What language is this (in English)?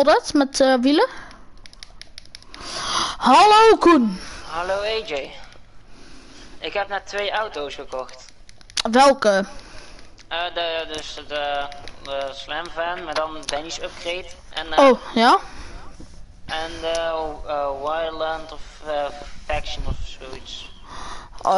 Dutch